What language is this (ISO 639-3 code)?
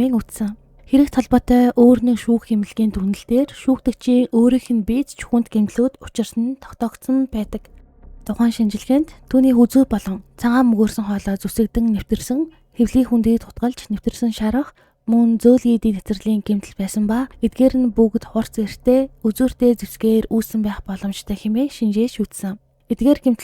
mon